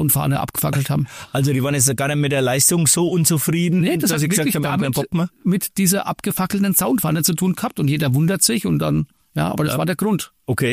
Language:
German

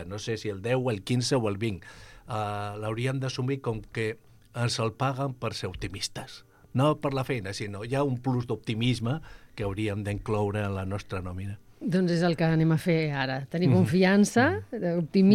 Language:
Catalan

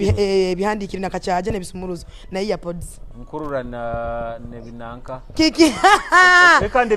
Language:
Nyoro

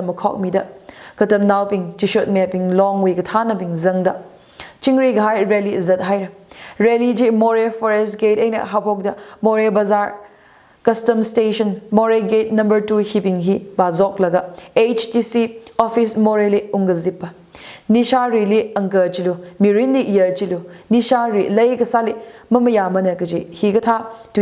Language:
Tangkhul Naga (India)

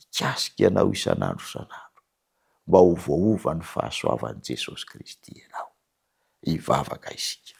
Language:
Malagasy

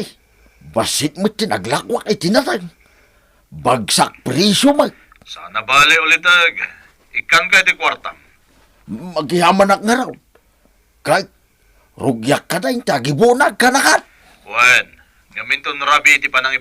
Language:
Iloko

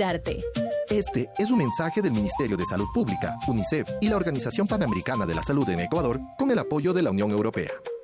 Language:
Spanish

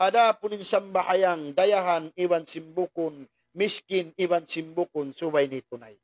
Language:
Tausug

